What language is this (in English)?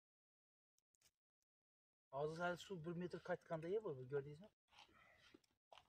Turkish